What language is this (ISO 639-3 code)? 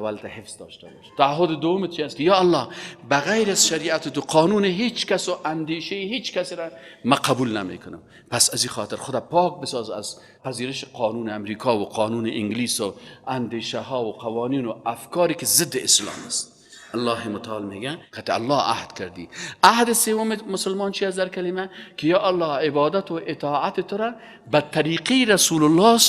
fas